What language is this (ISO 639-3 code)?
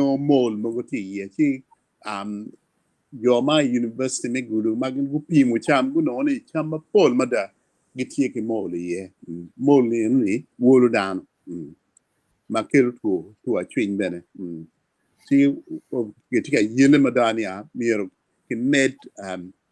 ach